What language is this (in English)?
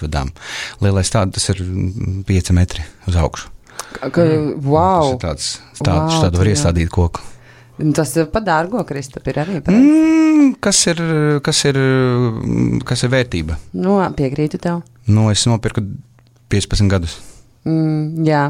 Latvian